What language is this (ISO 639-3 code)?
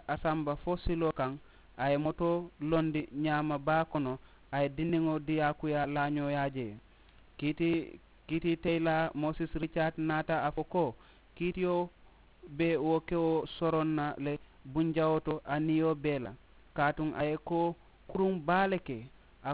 man